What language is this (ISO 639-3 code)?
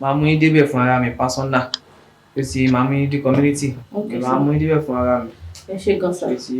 yor